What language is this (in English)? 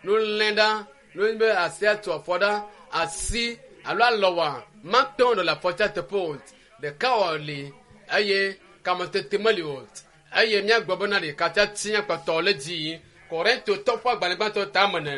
Ewe